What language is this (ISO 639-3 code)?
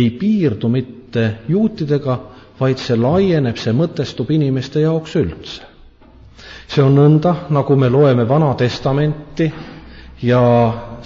est